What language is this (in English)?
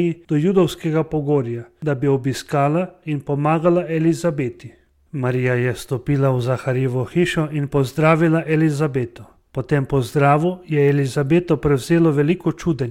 Slovenian